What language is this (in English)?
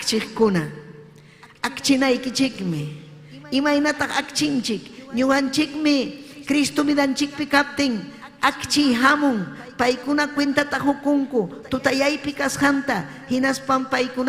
Ayacucho Quechua